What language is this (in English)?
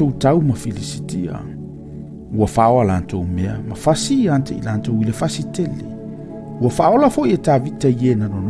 Samoan